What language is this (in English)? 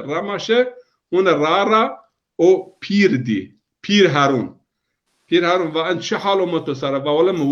Zaza